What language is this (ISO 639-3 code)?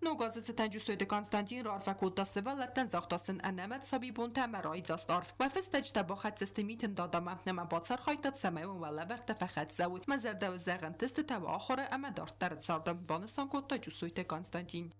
oss